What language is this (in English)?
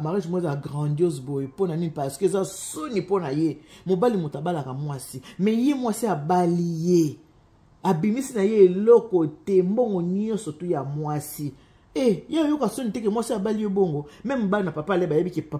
Lingala